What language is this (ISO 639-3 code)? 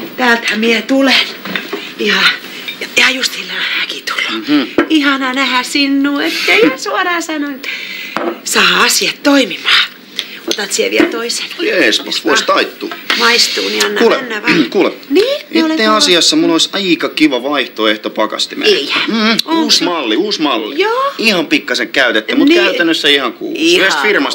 fin